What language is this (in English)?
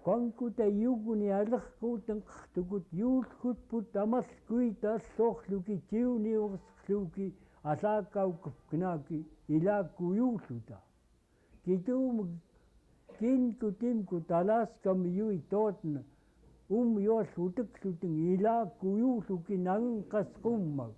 Central Yupik